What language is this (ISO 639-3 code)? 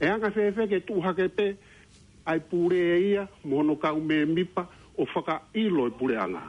ton